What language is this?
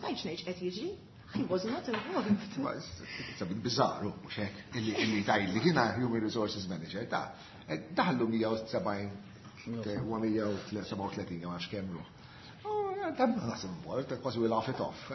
Maltese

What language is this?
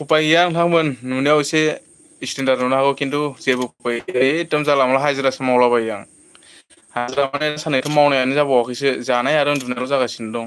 Bodo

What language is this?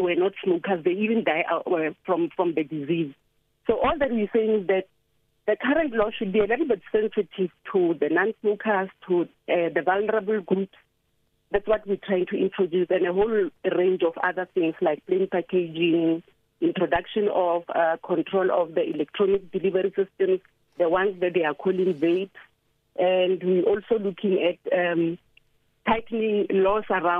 English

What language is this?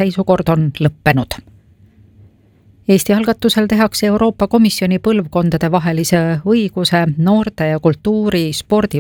Estonian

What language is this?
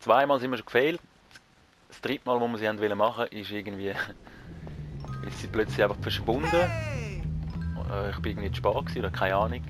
Swiss German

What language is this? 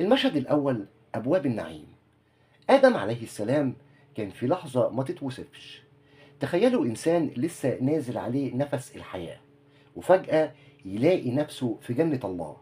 Egyptian Arabic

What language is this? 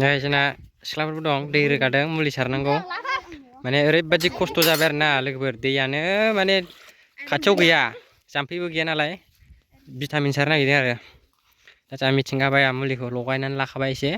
Bodo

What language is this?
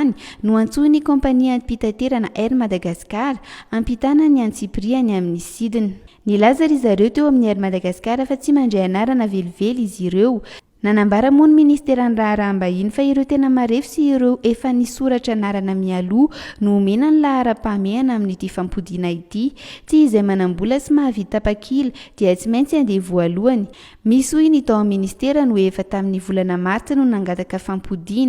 Malagasy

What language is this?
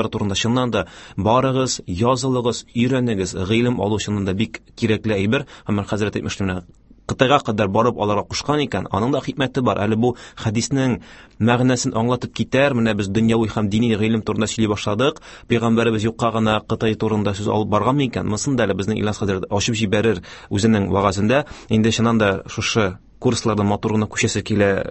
Tatar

